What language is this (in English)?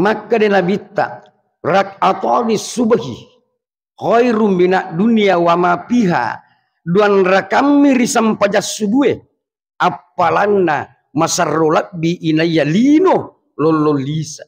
Buginese